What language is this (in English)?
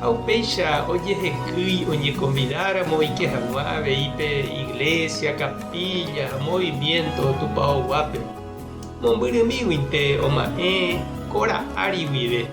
Guarani